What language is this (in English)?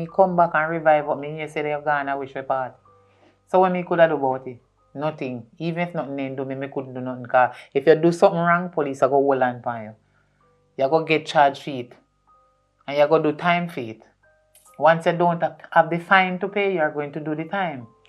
Jamaican Creole English